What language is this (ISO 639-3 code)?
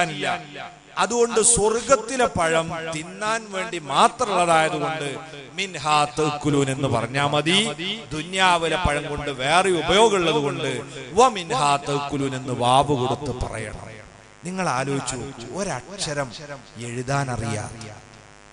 mal